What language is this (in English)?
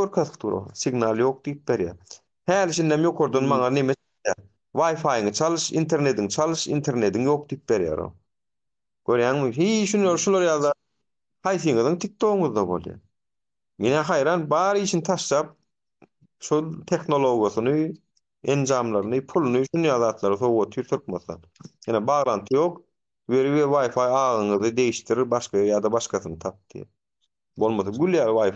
Turkmen